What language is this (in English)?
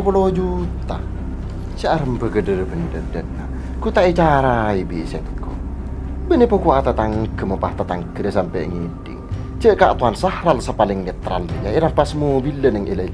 Madurese